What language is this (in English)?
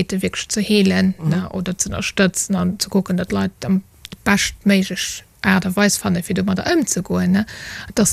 Luxembourgish